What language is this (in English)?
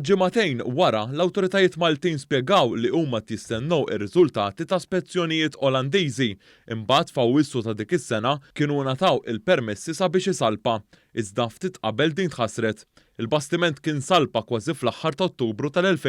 Maltese